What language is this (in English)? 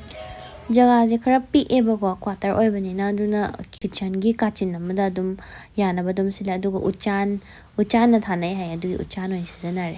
Manipuri